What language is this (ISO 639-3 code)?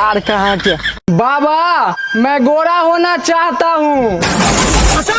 mai